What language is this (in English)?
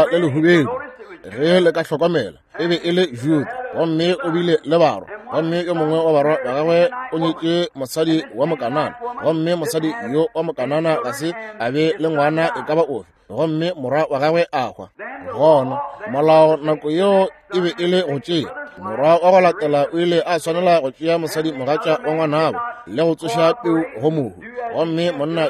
Northern Sotho